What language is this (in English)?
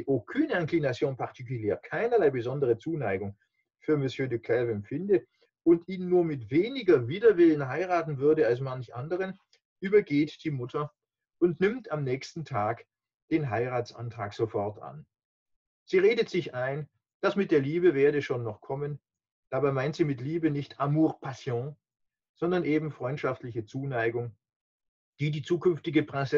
German